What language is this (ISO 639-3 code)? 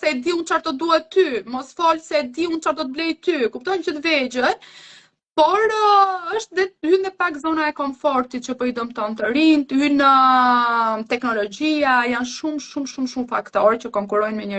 sqi